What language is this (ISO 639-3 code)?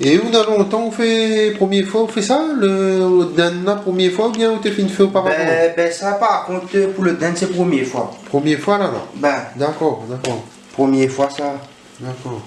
rcf